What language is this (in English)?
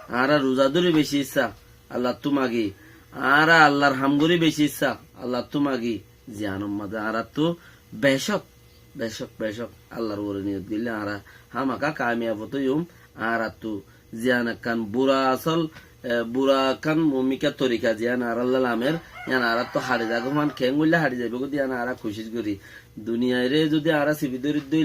Rohingya